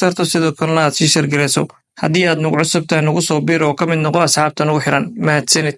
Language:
Somali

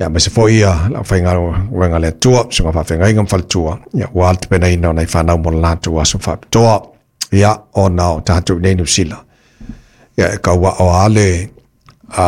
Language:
Samoan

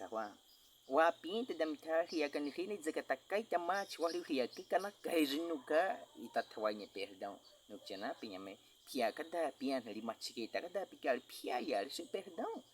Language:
Baniwa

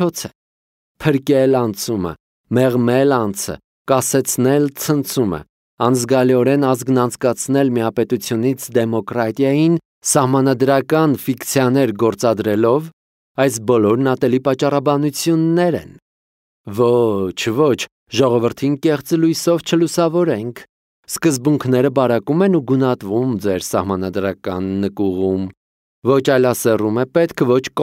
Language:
Armenian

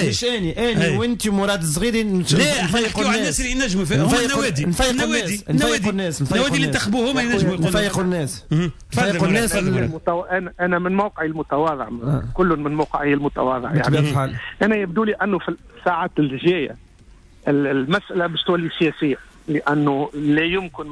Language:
Tunisian Arabic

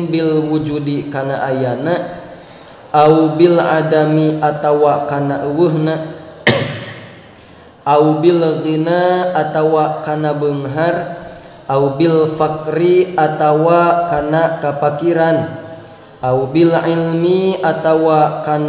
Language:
Sundanese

